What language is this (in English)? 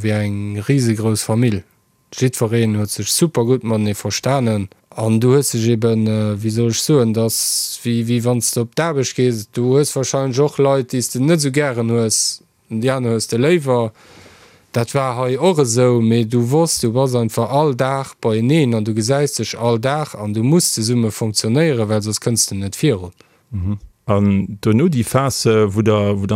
Luxembourgish